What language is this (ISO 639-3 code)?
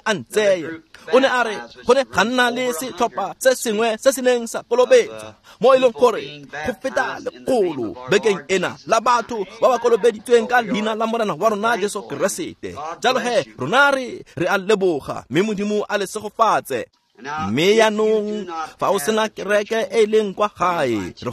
tsn